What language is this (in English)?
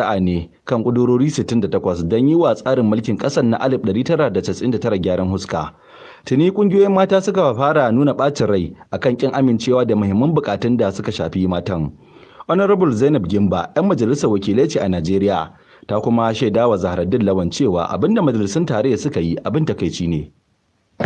Hausa